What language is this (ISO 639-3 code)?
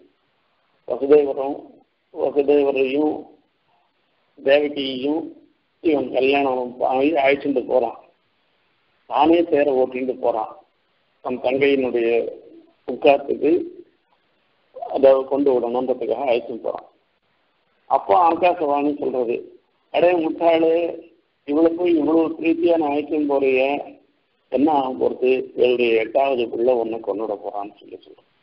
tam